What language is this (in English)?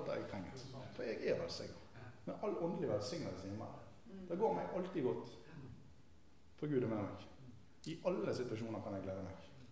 Norwegian